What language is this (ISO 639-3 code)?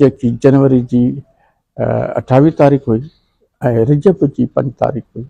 snd